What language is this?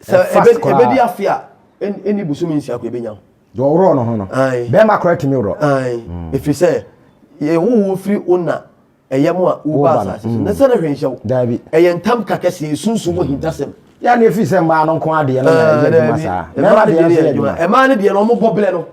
Akan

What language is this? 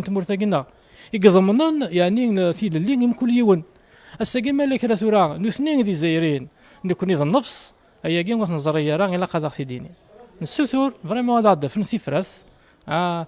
Kabyle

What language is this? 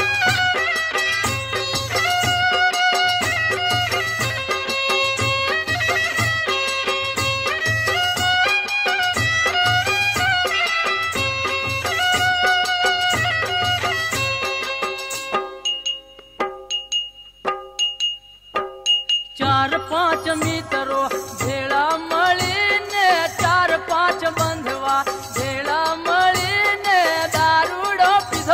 Gujarati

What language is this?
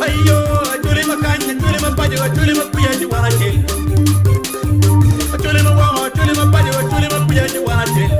Acoli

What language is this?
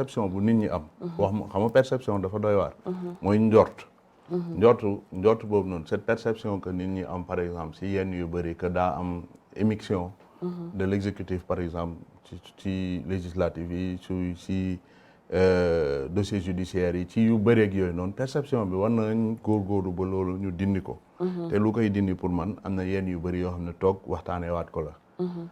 Wolof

